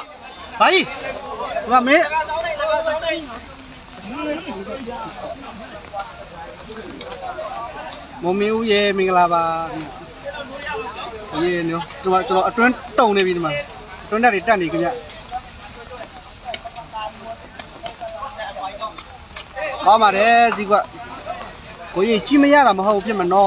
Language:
Burmese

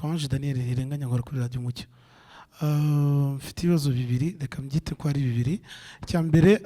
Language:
Kinyarwanda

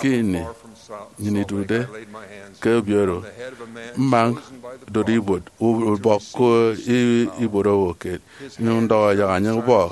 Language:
Efik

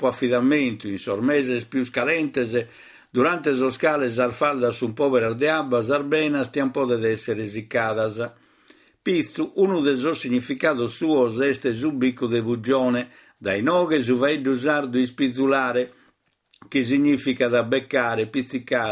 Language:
Sardinian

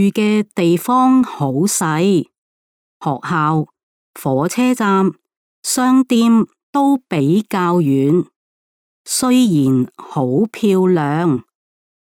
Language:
Cantonese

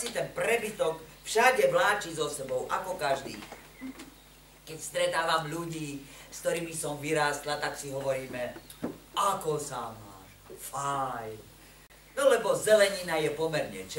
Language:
Slovak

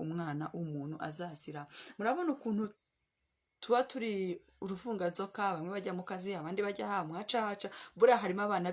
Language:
Kinyarwanda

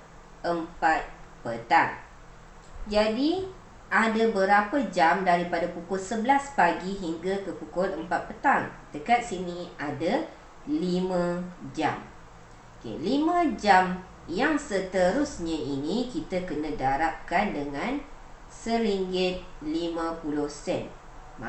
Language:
Malay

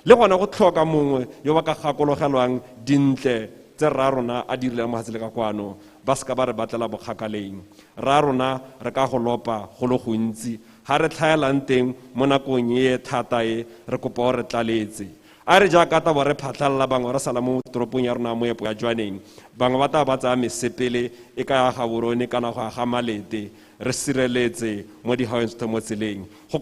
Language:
Tswana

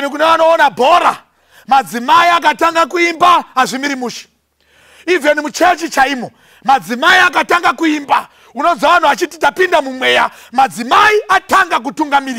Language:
Shona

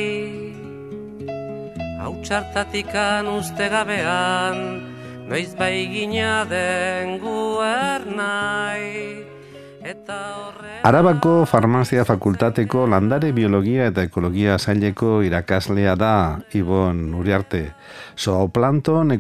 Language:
Basque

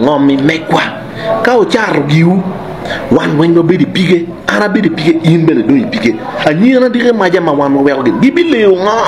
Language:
Acoli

